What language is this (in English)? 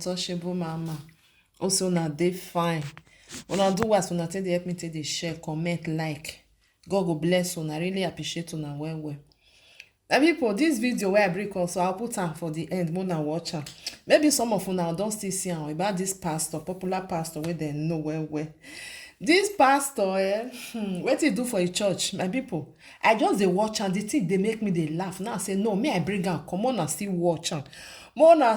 Nigerian Pidgin